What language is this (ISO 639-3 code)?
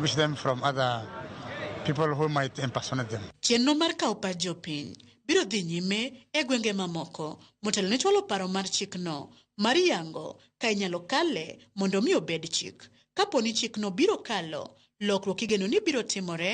luo